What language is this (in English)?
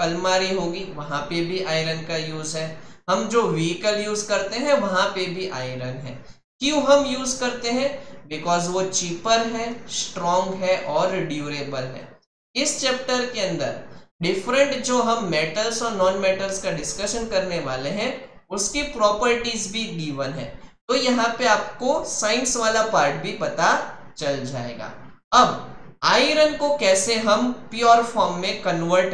Hindi